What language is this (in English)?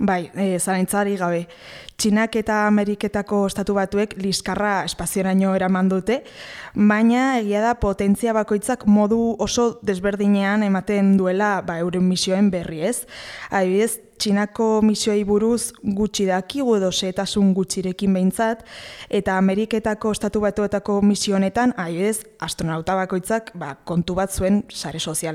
Basque